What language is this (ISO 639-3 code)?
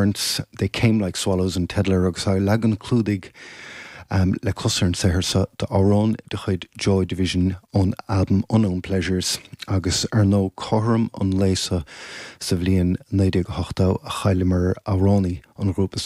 gle